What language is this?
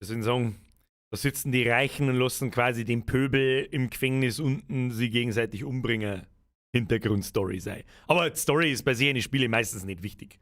Bavarian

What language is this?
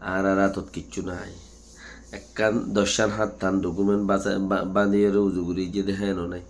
Rohingya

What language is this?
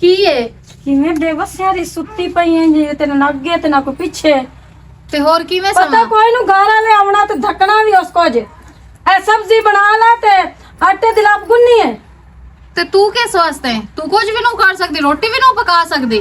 Western Panjabi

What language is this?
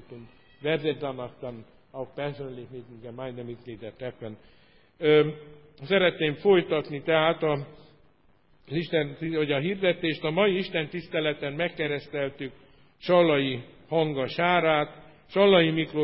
Hungarian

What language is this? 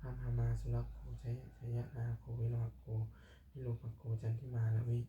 Pali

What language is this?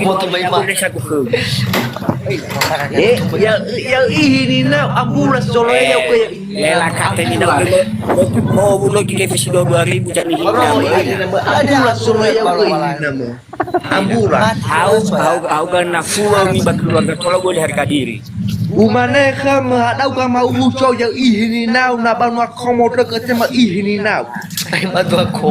Nias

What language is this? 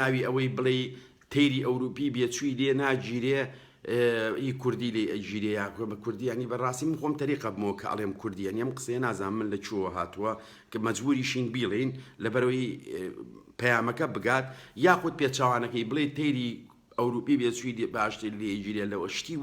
Central Kurdish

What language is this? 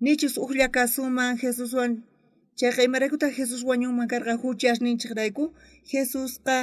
South Bolivian Quechua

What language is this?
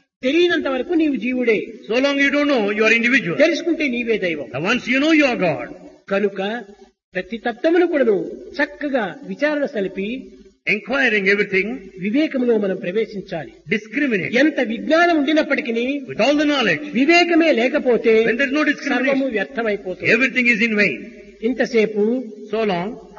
Telugu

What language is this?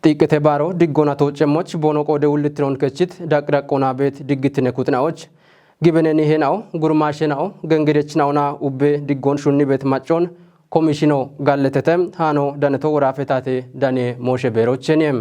Kafa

